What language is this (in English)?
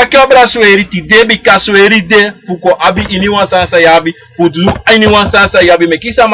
Sranan Tongo